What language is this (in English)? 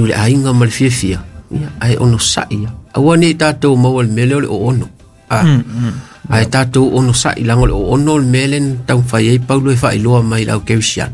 Samoan